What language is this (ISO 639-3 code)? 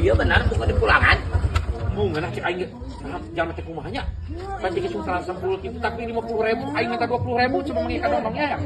sun